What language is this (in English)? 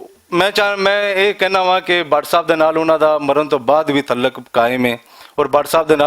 Western Panjabi